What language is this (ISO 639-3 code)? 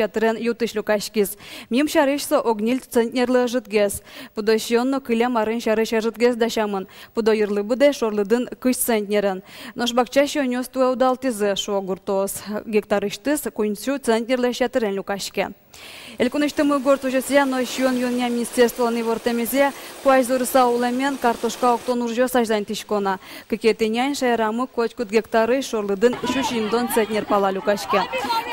udm